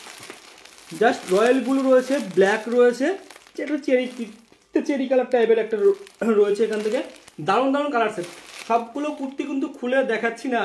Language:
Bangla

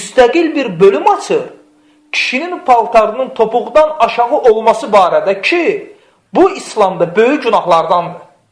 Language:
Azerbaijani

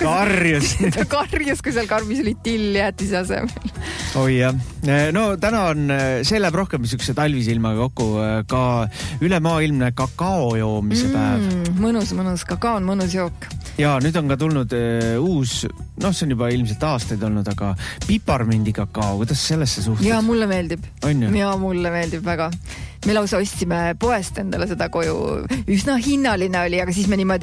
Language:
Estonian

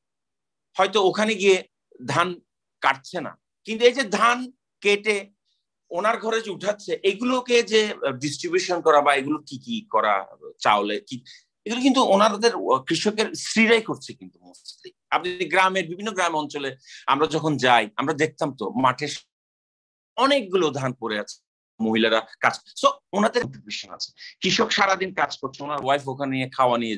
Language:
Bangla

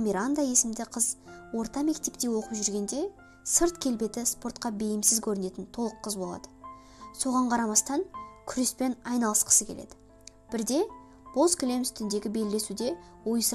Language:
Kazakh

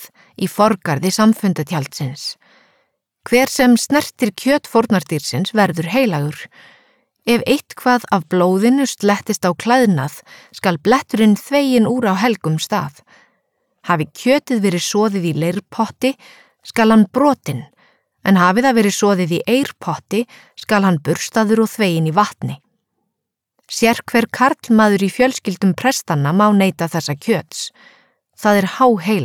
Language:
Icelandic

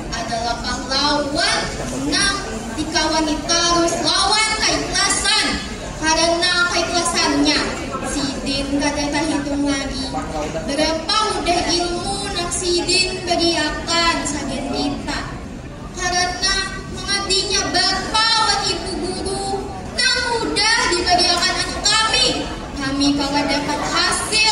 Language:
Banjar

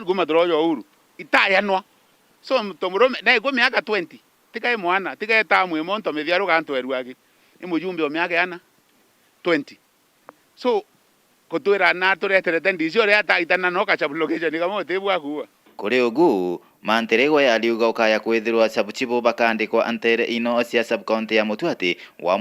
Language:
Meru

